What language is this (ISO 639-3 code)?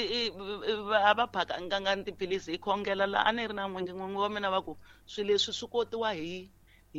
tso